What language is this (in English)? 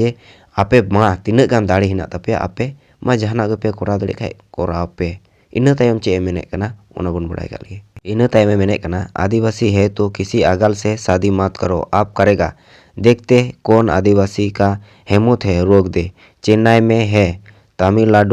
Santali